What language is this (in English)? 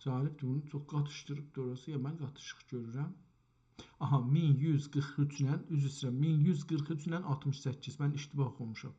South Azerbaijani